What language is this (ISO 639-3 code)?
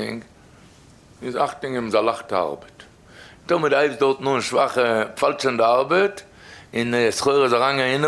yid